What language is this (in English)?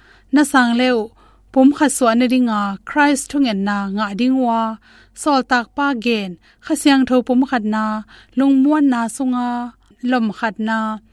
Tedim Chin